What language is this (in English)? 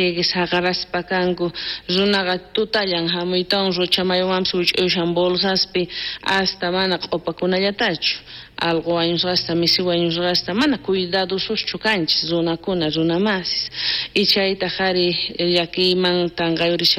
South Bolivian Quechua